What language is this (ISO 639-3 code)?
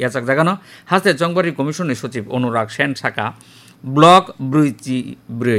trp